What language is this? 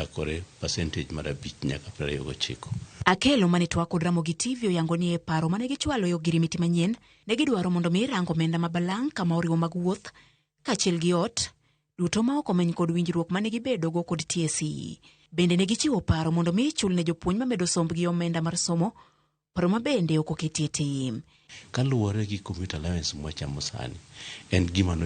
Luo (Kenya and Tanzania)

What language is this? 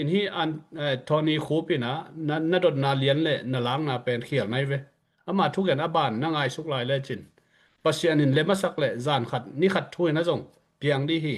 Tedim Chin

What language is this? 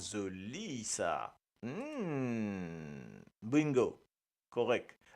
Morisyen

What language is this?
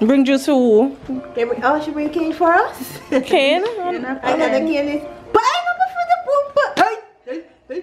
Jamaican Creole English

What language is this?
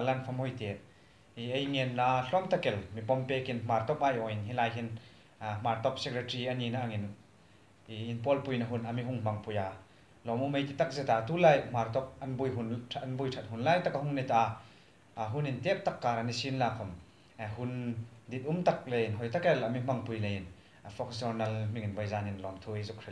Hmar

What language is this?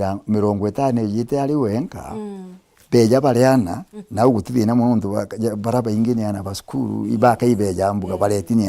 Meru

